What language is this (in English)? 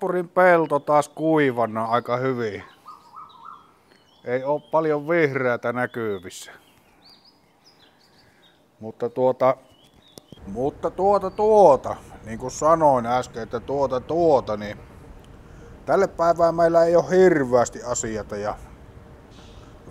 Finnish